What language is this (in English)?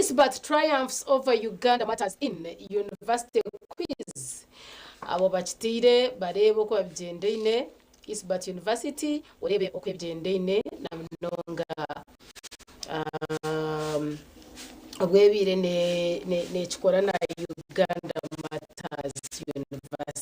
Nyankole